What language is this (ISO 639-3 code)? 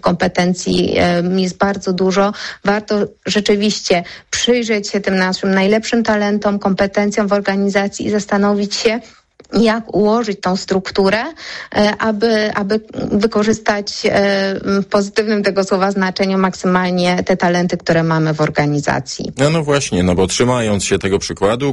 pol